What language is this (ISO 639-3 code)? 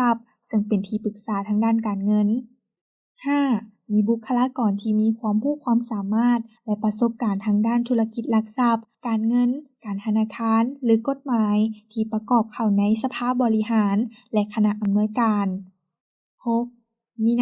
lao